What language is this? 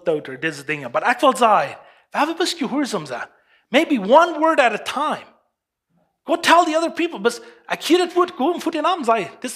Plautdietsch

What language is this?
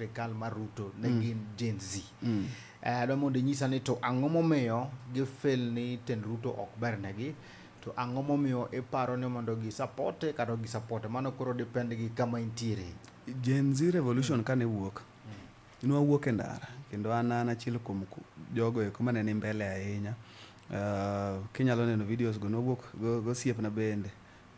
Luo (Kenya and Tanzania)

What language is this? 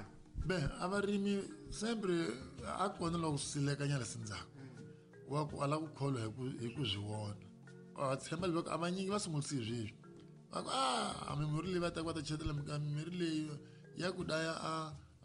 Tsonga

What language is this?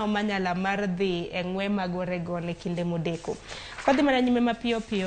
Luo (Kenya and Tanzania)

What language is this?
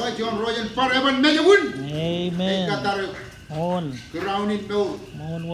Marshallese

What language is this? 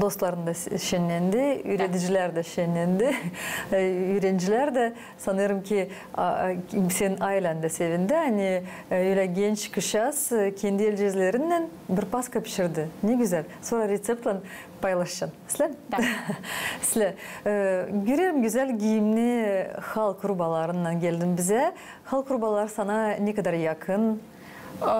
Gagauz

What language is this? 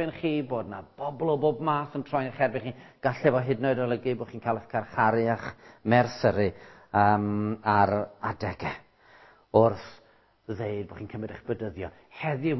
Welsh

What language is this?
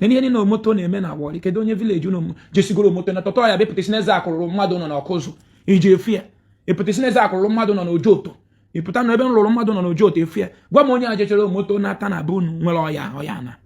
Igbo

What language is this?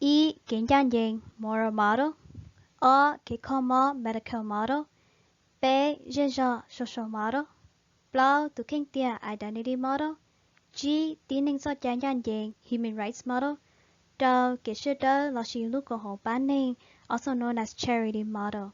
Hmong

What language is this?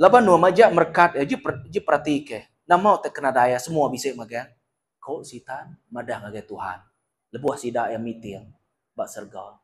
Iban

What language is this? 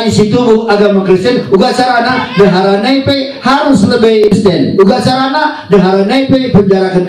Batak Karo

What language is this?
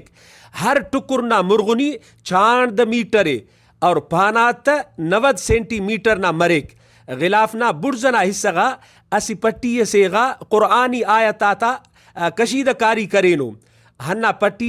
Brahui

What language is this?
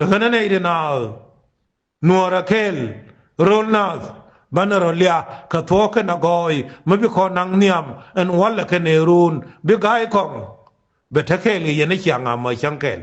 Nuer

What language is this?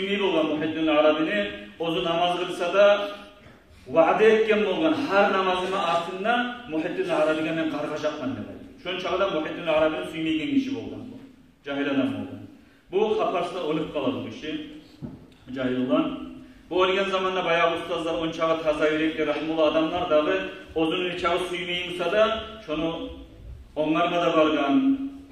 Kumyk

